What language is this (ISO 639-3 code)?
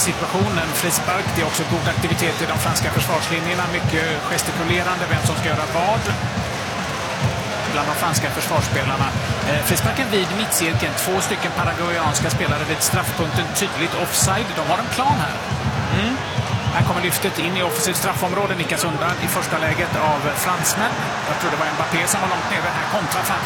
swe